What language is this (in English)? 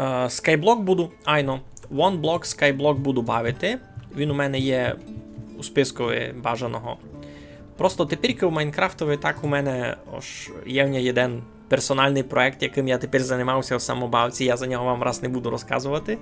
Rusyn